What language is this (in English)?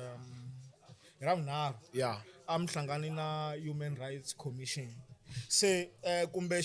Tsonga